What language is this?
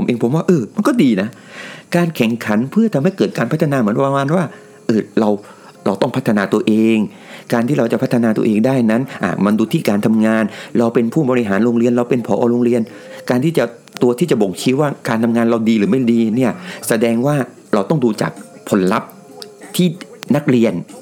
Thai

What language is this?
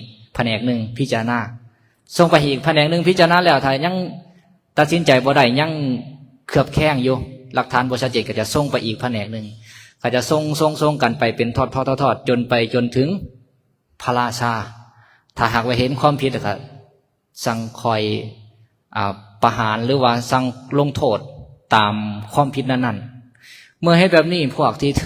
Lao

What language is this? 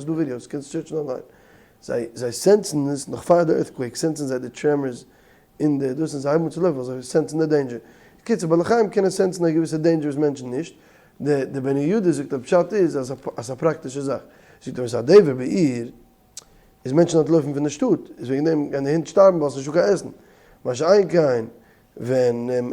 Yiddish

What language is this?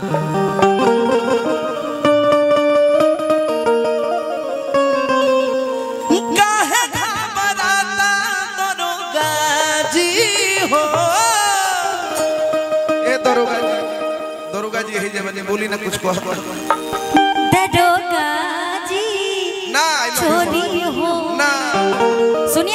Bhojpuri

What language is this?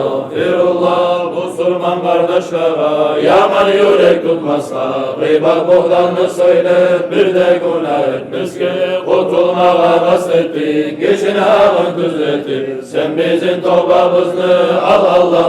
Kumyk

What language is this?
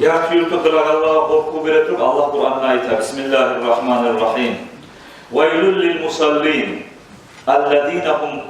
Kumyk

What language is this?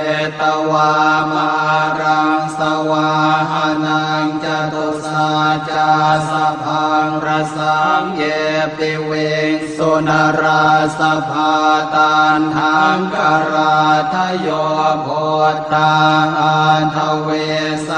Pali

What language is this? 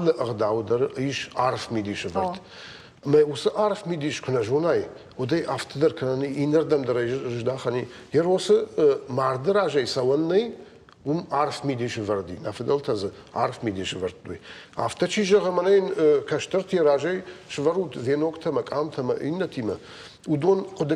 Ossetic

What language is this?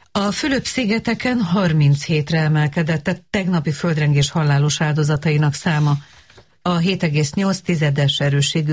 Hungarian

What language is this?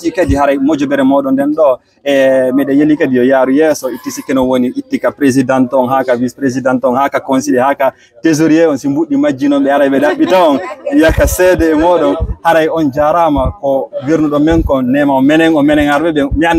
Fula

